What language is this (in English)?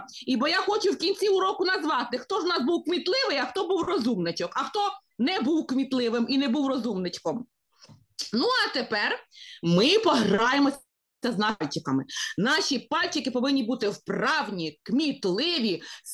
Ukrainian